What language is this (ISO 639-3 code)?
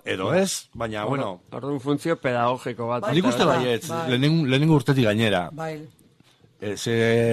eus